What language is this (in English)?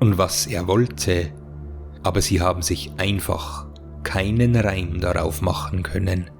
Bavarian